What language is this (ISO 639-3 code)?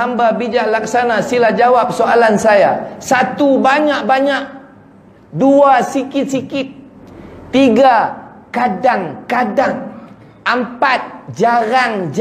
msa